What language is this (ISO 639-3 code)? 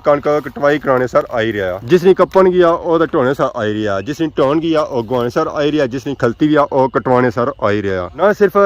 phr